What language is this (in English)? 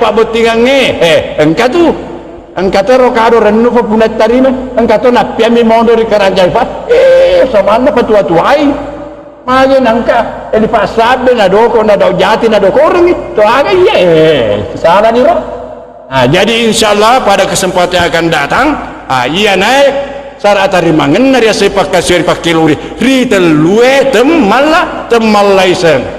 Buginese